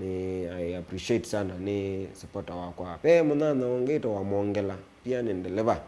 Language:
Kamba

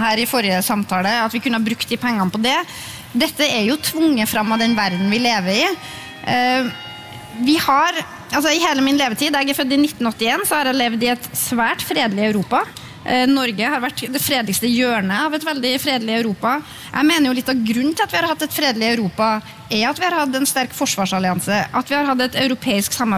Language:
Norwegian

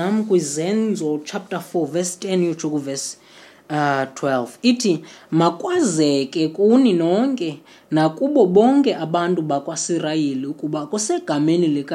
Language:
Xhosa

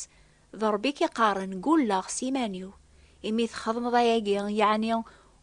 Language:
Kabyle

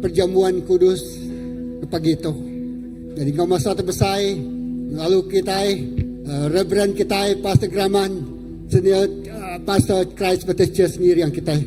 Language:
Iban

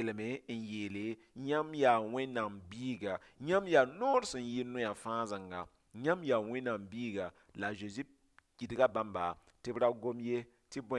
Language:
Mossi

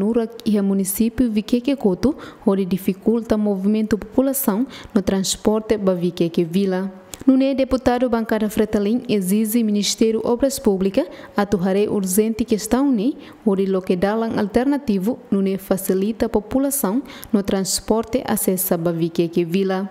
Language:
Tetum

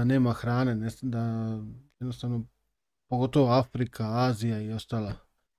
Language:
Serbian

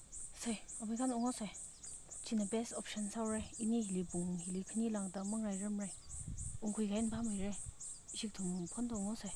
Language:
Tangkhul Naga (India)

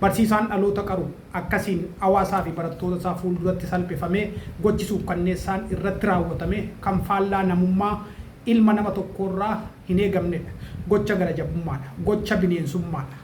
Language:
Oromo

